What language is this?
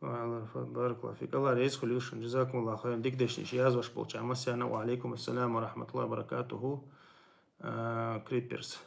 Chechen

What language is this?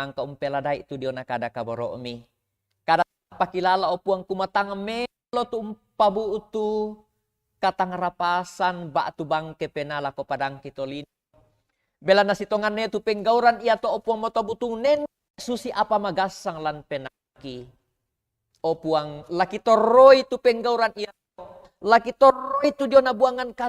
Toraja-Sa'dan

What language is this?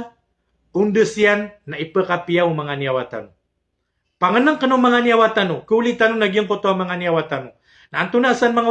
Maranao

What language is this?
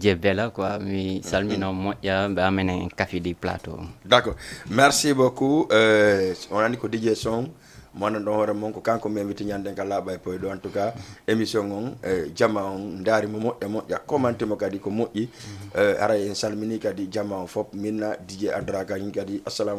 Fula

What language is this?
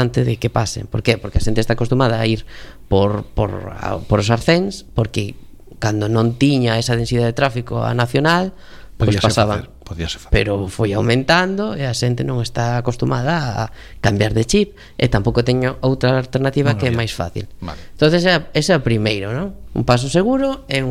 Galician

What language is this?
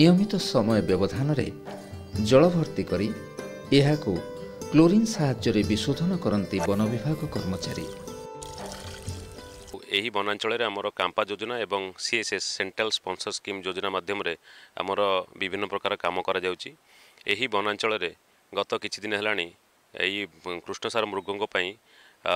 Odia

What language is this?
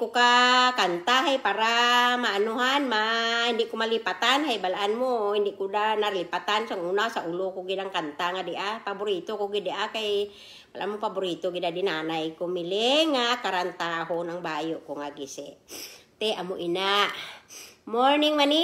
Kinaray-a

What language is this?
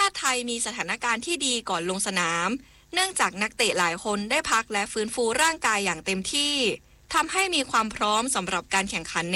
Thai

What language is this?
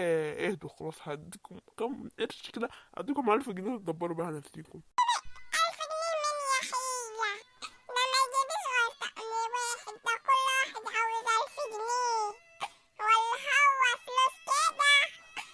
Egyptian Arabic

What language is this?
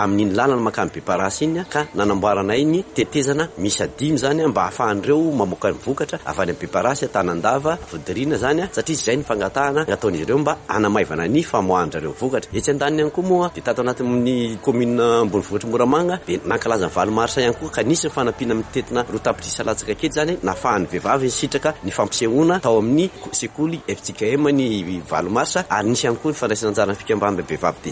Malagasy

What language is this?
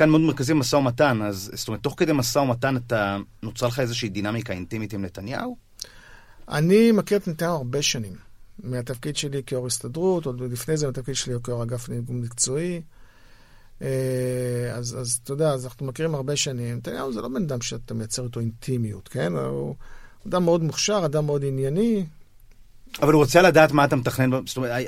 Hebrew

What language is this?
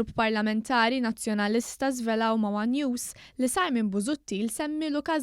Maltese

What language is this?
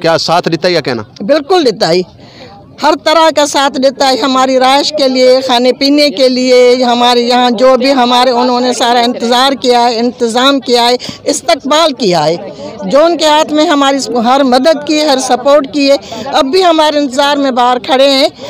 Saraiki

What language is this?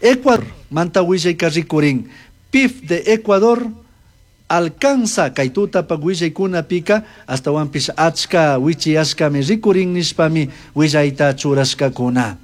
Chimborazo Highland Quichua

